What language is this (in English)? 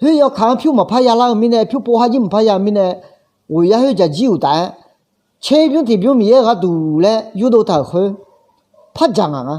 Akha